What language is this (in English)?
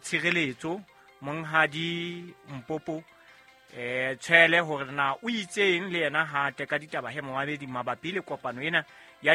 Southern Sotho